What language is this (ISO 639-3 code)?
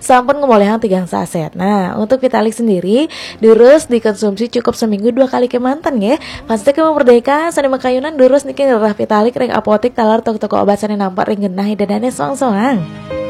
ban